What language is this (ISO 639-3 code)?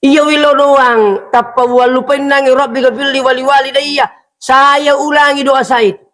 bug